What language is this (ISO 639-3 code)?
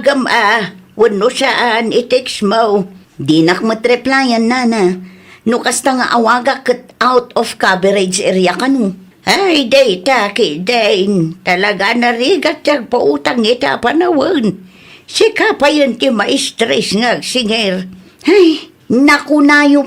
ilo